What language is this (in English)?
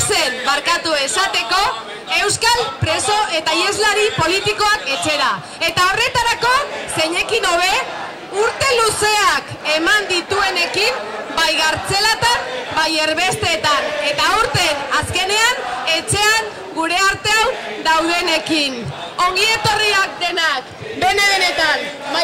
Basque